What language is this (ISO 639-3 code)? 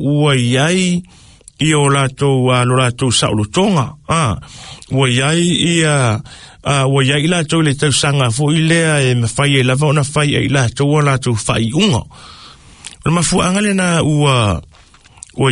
smo